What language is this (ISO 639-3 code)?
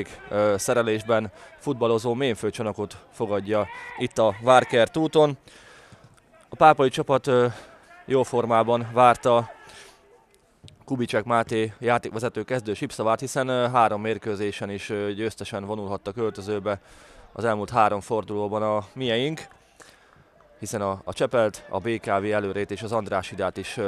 hun